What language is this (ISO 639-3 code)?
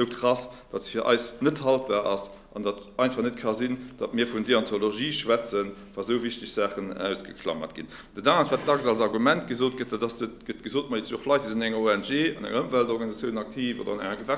ltz